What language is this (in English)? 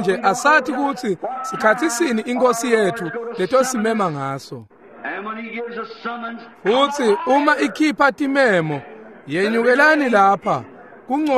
Swati